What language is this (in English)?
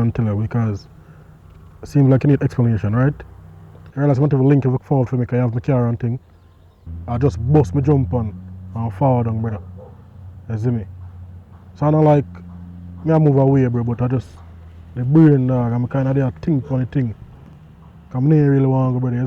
Jamaican Creole English